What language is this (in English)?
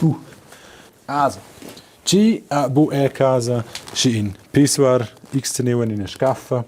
Romansh